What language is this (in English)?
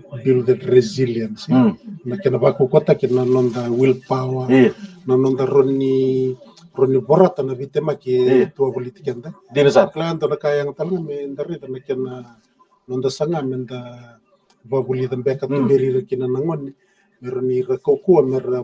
Fijian